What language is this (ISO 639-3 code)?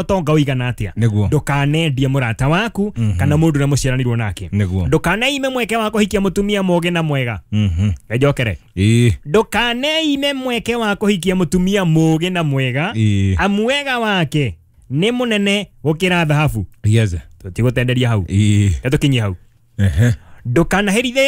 kik